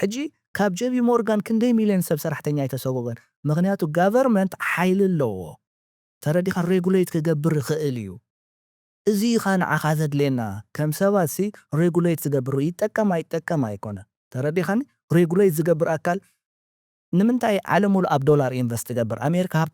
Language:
Tigrinya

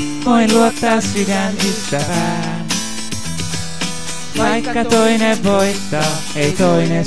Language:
Finnish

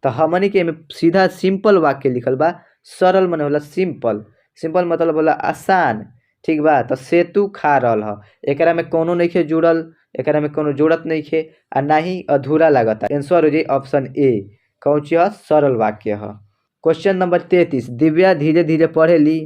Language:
Bhojpuri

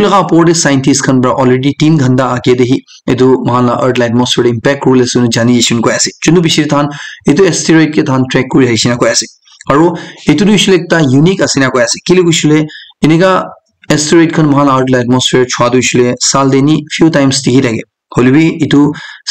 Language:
Naga Pidgin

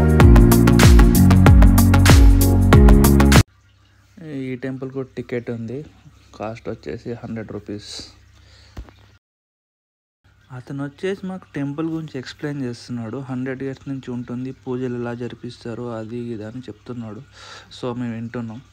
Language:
Telugu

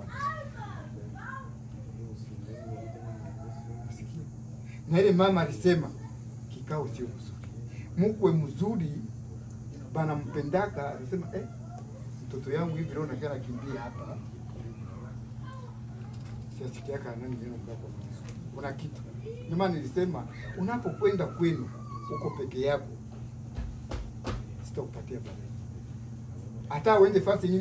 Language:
Swahili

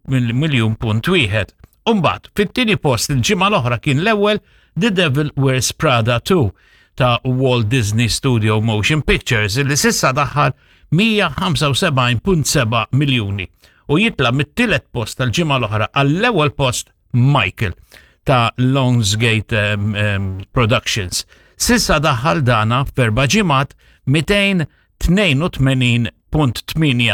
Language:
Maltese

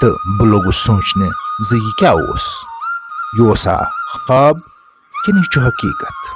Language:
Kashmiri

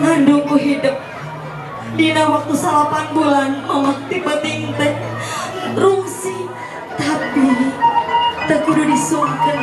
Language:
Sundanese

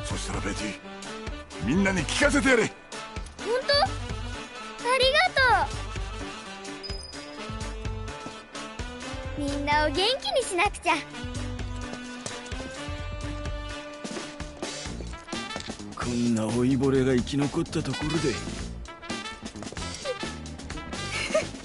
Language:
Japanese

